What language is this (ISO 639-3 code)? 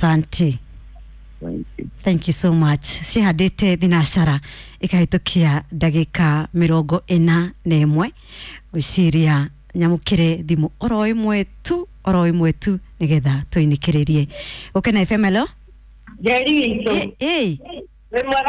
kik